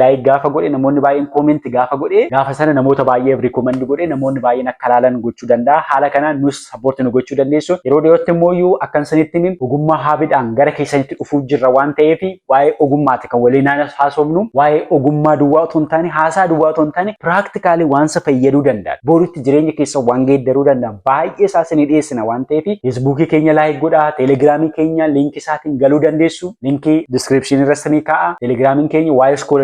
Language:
Oromo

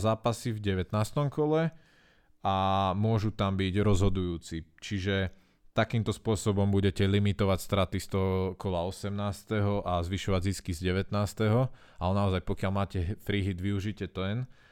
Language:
Slovak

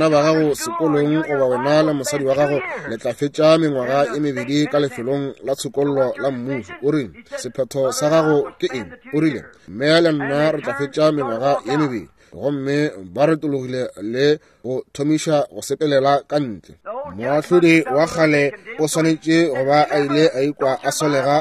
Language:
Northern Sotho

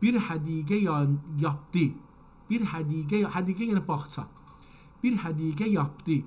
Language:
South Azerbaijani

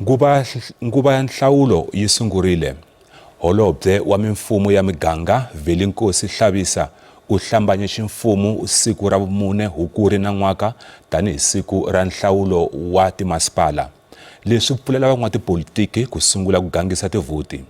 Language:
Tsonga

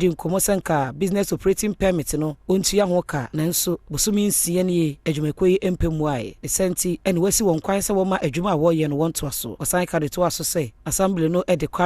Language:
Akan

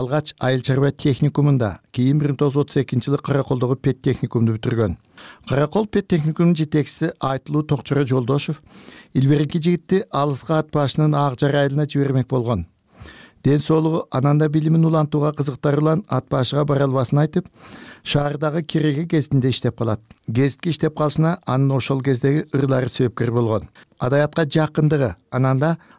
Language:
Kyrgyz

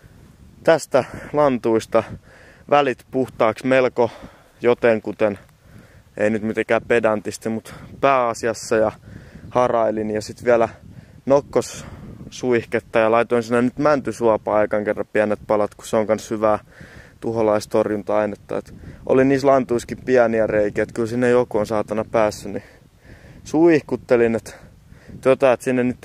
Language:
Finnish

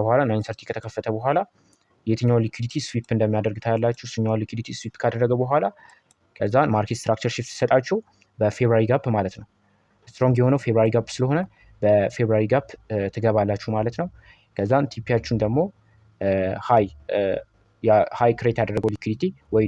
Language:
Amharic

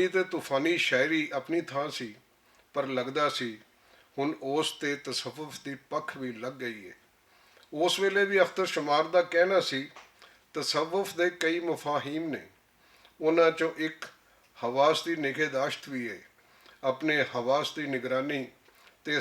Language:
Western Panjabi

